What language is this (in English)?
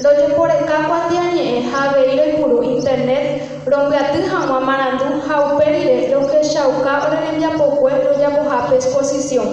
Guarani